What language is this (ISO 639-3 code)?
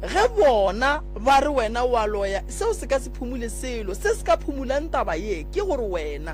nso